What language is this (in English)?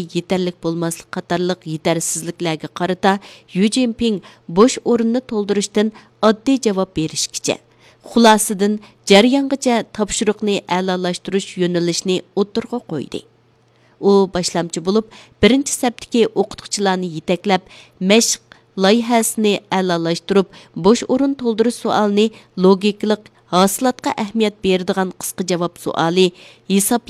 Uyghur